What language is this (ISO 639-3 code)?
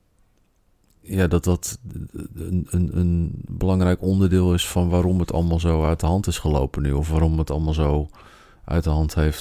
nld